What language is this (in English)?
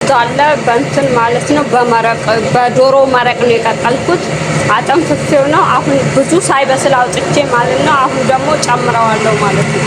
Amharic